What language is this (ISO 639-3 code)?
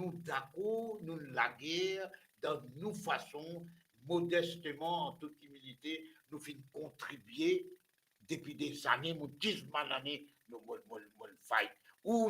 mfe